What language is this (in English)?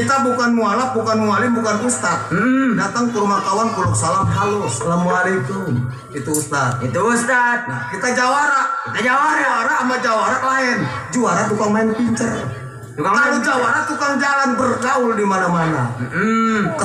Betawi